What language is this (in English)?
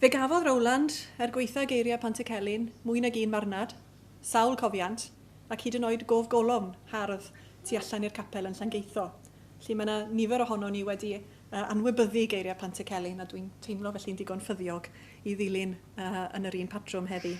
Welsh